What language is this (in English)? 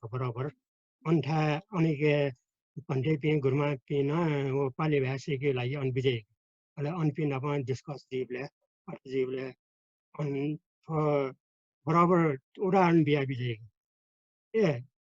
Newari